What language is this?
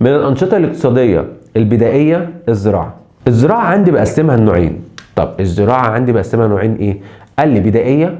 Egyptian Arabic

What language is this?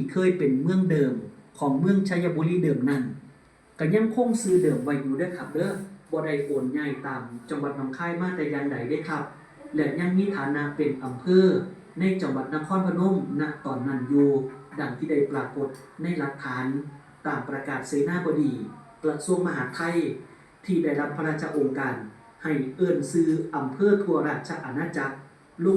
Northeastern Thai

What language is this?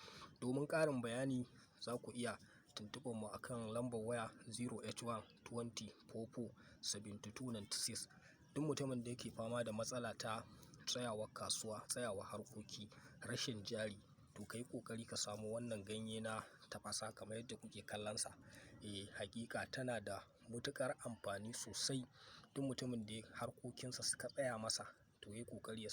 Hausa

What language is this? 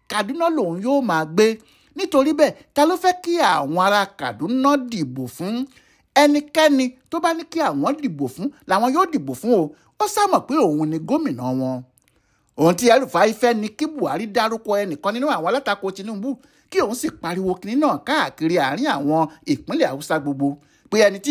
Yoruba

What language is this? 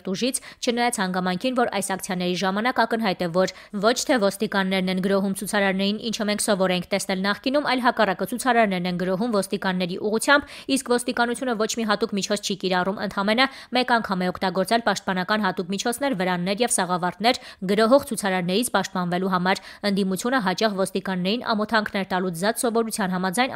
Armenian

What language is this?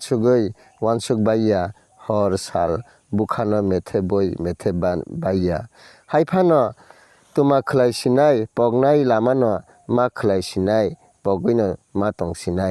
Kok Borok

